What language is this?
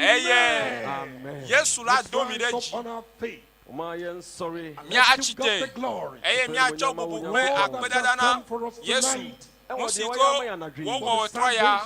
Ewe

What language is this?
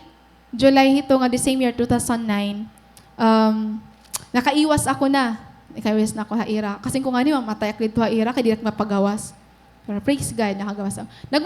Waray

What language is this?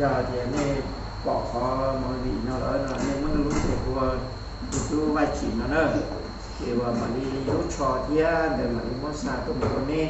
Hmong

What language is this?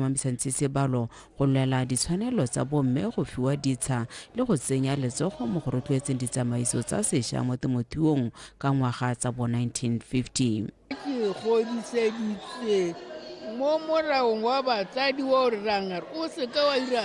Tswana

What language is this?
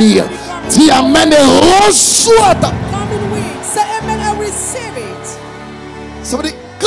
French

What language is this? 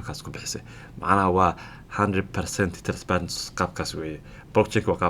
Somali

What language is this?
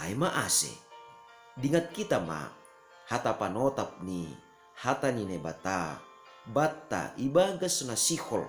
Batak Simalungun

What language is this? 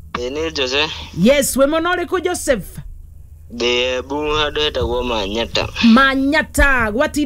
Kikuyu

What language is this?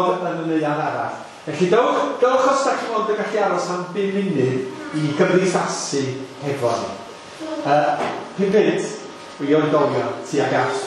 Welsh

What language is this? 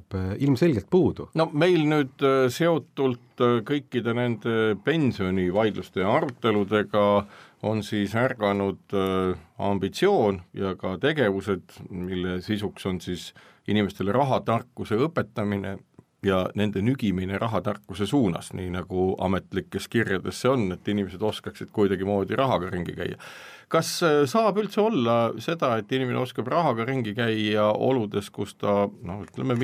Estonian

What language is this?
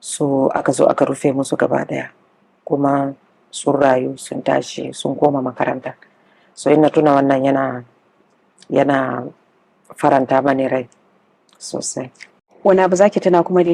Hausa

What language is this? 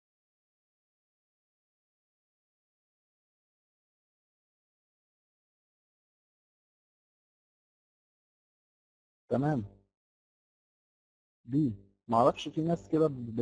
Egyptian Arabic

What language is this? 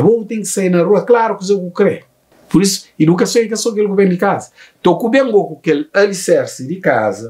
Kabuverdianu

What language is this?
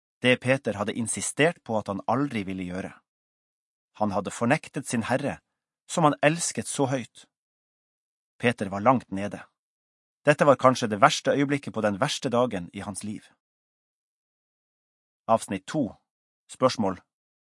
Norwegian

